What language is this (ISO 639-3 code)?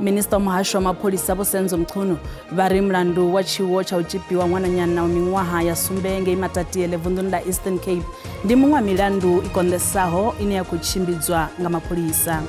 ven